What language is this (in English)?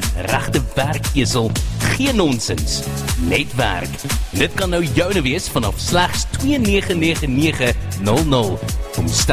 Afrikaans